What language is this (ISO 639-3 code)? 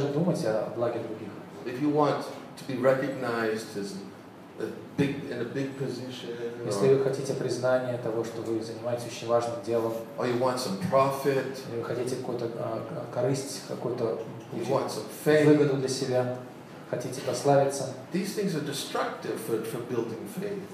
rus